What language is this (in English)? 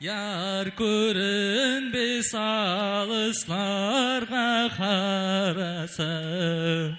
Kara-Kalpak